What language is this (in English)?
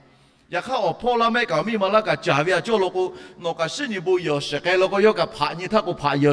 Lahu